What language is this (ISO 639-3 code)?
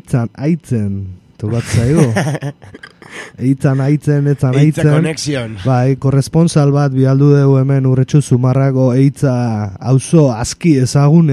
eus